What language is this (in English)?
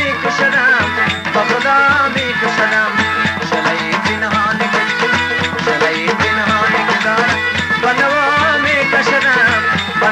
Persian